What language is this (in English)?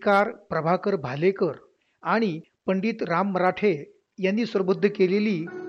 Marathi